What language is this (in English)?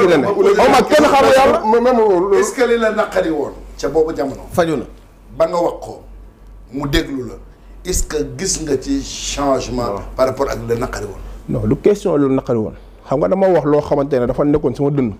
Wolof